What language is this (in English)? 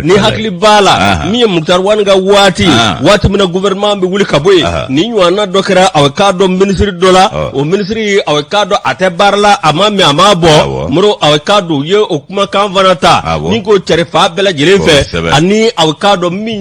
Bambara